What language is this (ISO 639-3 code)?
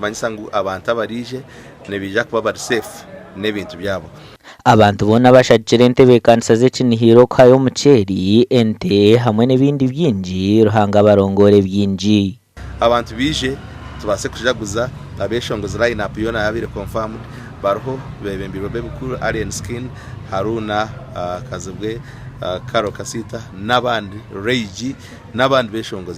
nyn